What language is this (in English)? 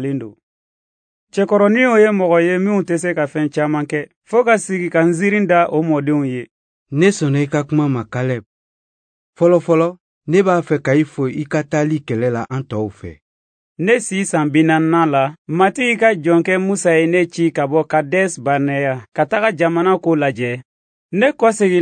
Bambara